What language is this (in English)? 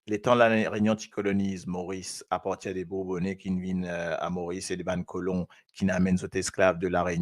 Morisyen